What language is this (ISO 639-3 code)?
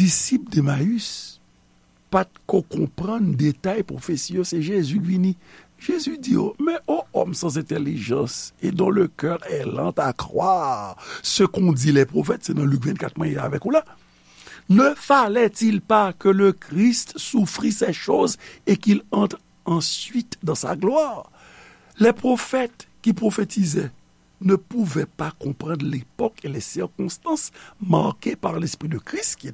hat